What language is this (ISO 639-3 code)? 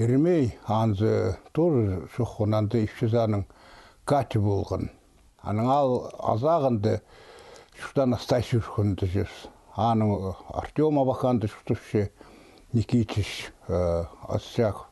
kjh